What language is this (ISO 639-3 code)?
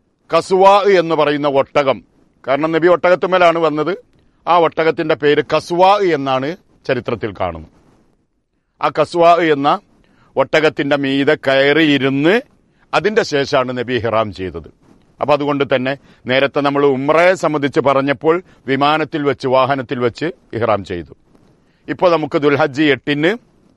mal